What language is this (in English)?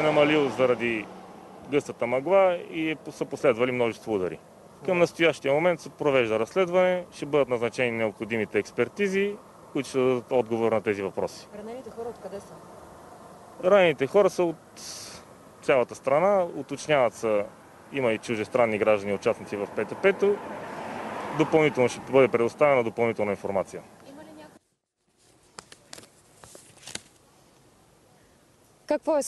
Bulgarian